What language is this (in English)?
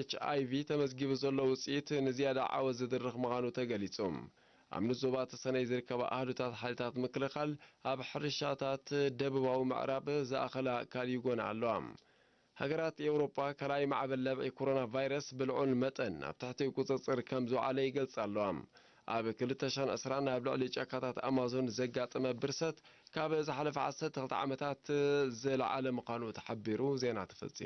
Tigrinya